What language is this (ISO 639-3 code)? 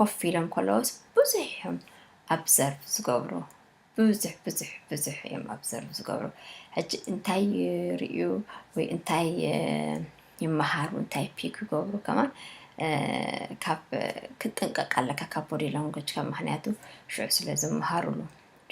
tir